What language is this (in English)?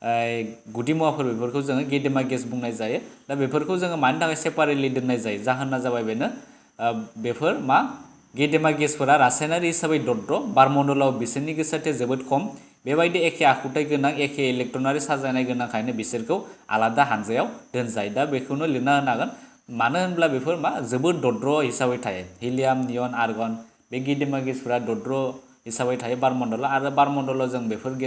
Bodo